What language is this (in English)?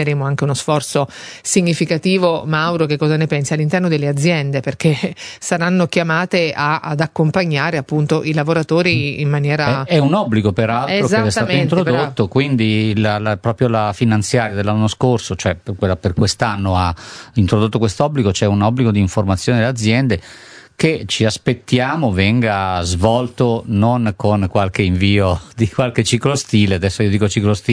Italian